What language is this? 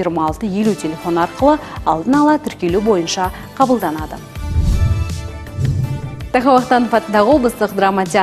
Kazakh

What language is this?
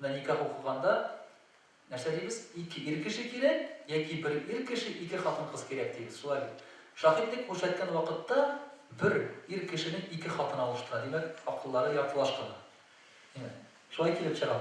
Tatar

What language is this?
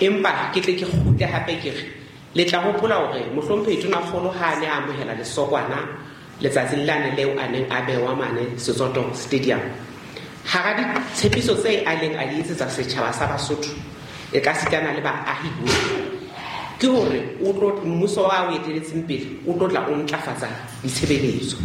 Southern Sotho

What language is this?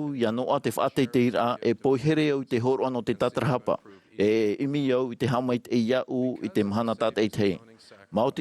Tahitian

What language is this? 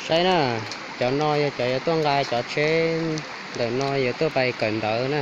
Hmong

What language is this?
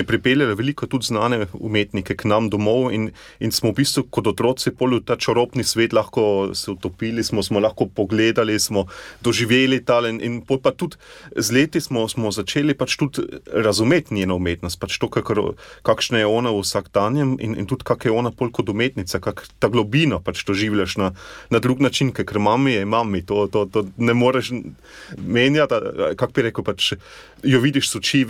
Slovenian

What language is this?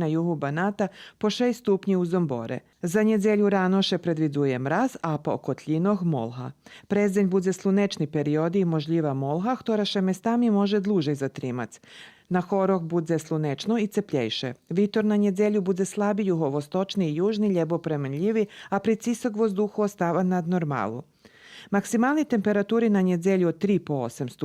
Rusyn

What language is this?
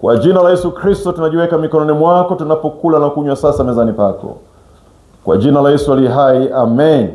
Swahili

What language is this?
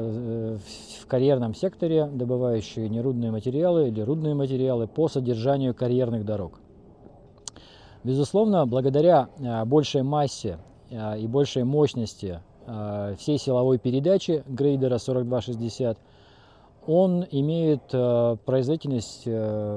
Russian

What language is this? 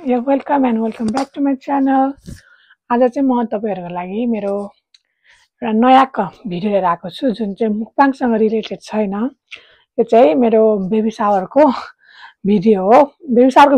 Nepali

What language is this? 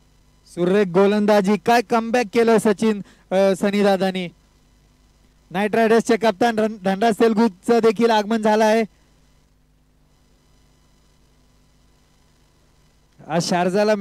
Marathi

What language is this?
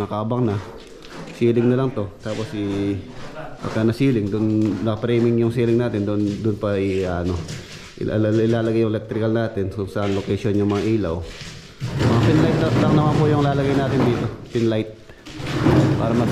Filipino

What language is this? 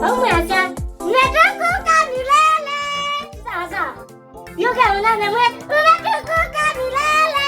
Kamba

